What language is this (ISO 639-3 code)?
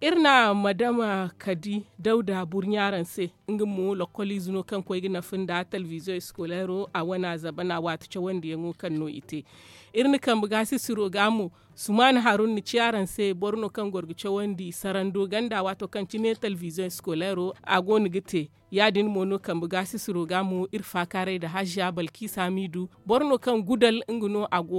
dje